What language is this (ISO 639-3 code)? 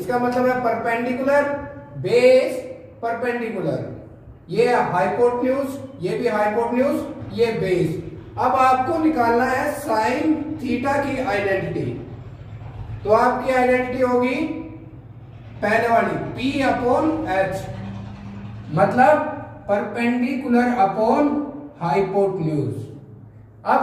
hin